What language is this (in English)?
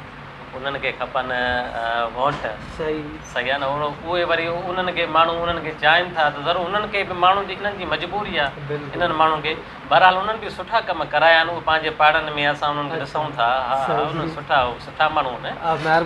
Sindhi